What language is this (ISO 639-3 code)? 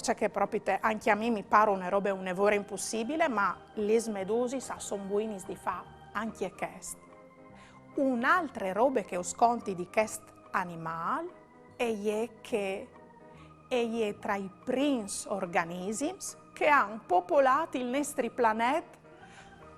fur